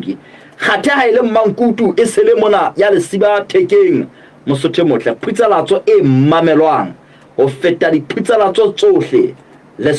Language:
Southern Sotho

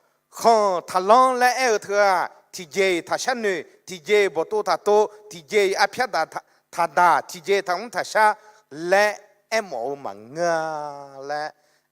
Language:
Akha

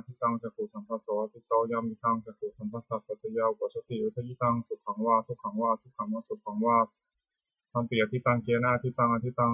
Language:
Pali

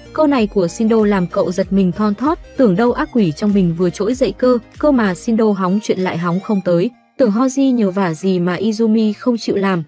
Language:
Vietnamese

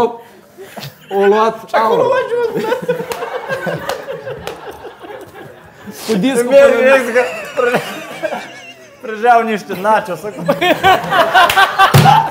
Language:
Romanian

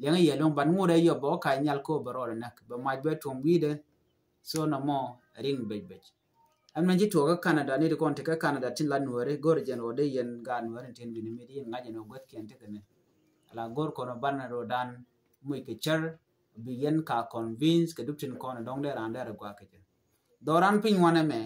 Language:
Nuer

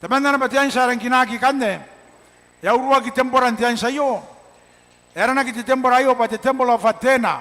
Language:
Gilbertese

